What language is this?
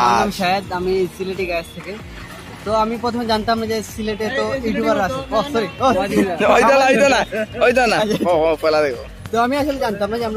Sylheti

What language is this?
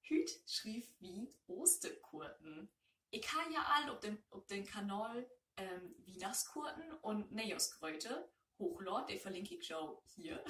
Low German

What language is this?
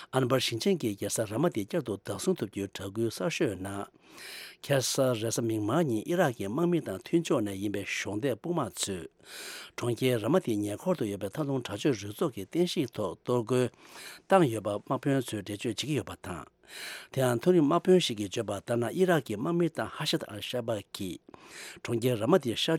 Tibetan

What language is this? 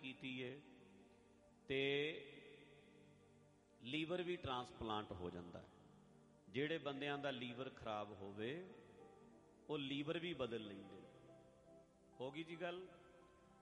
Punjabi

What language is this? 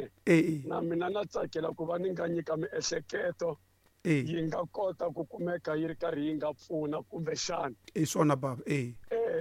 Tsonga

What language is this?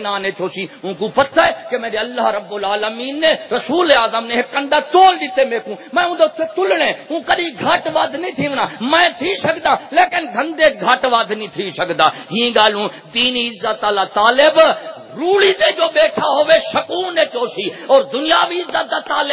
Saraiki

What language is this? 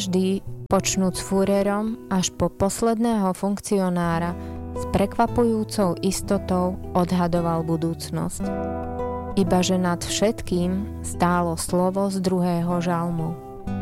Slovak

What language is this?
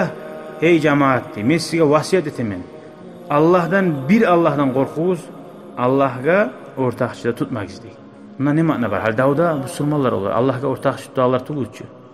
Kumyk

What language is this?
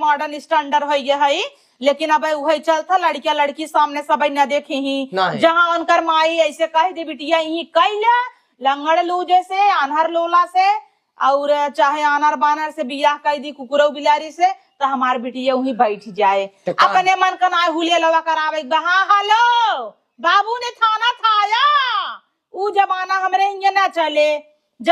Awadhi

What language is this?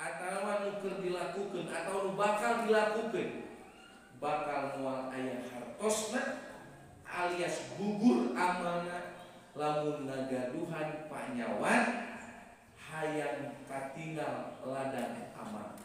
Sundanese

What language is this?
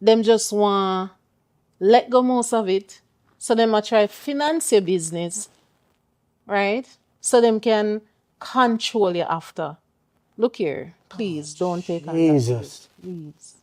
Jamaican Creole English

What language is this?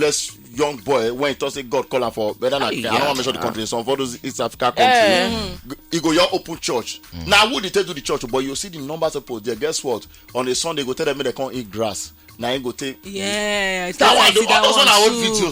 Nigerian Pidgin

